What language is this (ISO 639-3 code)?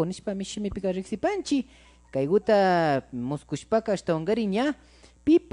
qvi